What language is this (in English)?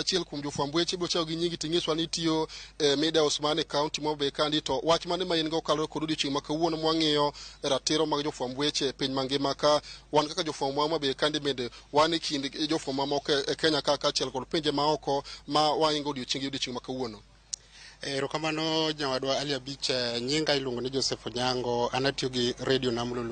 Luo (Kenya and Tanzania)